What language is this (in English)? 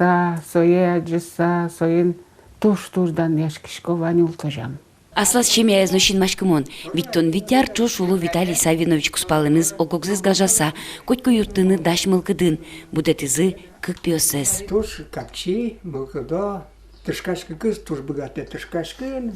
Udmurt